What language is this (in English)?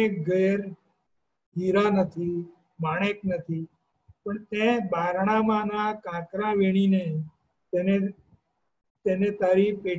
Gujarati